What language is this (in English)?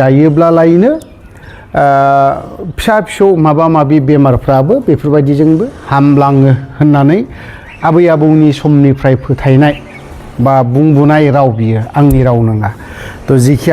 Bodo